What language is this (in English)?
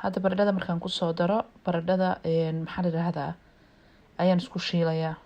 Somali